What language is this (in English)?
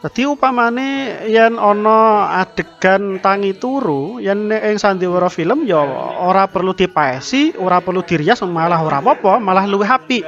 Javanese